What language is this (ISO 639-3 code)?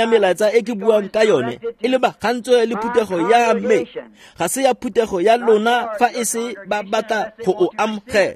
tsn